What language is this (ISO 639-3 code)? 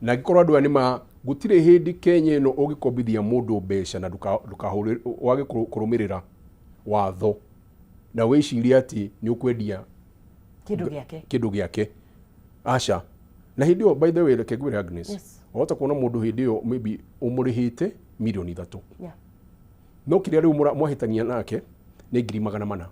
kik